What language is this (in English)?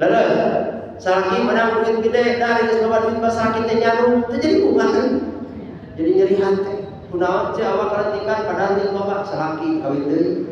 Sundanese